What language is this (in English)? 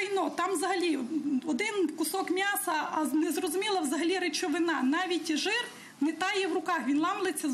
Ukrainian